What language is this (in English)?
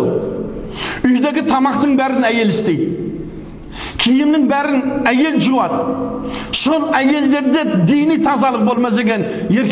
Kazakh